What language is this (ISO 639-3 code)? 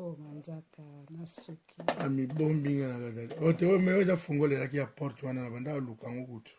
lin